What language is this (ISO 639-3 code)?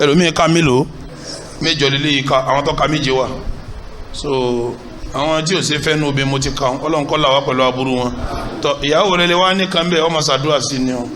yor